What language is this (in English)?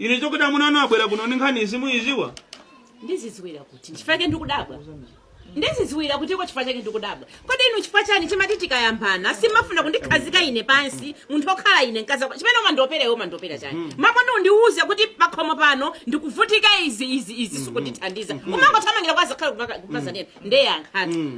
Nyanja